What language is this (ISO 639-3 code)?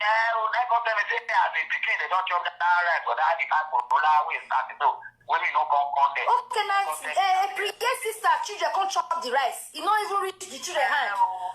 pcm